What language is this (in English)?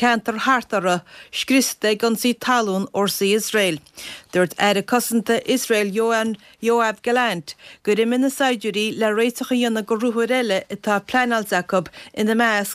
Irish